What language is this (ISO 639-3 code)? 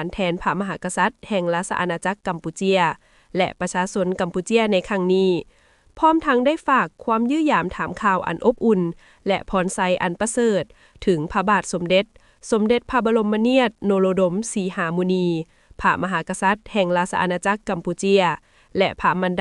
lao